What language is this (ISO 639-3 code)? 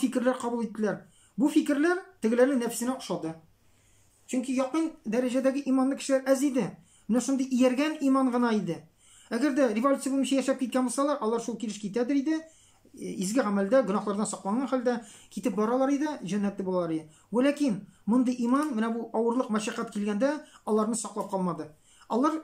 tat